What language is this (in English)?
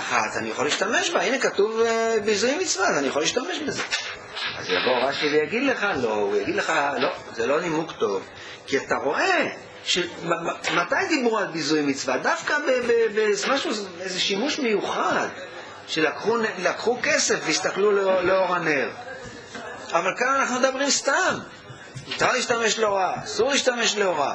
Hebrew